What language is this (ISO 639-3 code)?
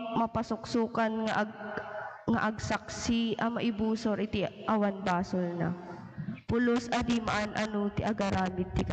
ilo